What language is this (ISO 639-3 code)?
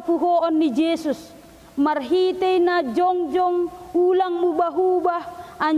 bts